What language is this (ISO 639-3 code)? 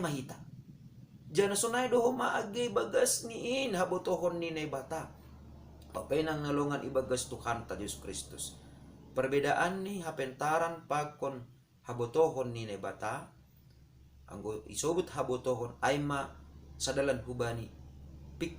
bts